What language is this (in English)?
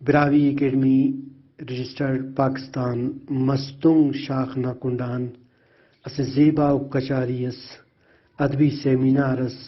Brahui